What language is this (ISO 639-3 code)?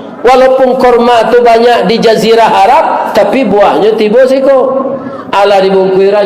min